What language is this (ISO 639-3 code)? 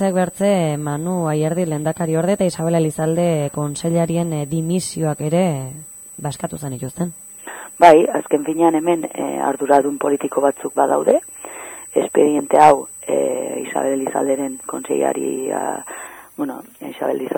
eus